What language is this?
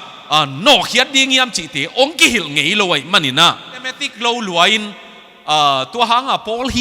Tedim Chin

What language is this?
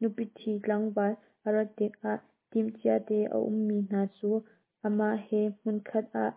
Hakha Chin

